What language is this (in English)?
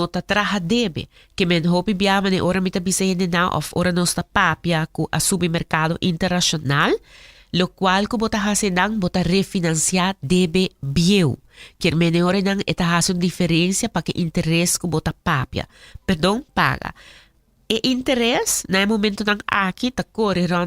Papiamento